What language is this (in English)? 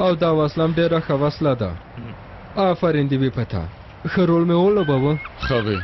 Pashto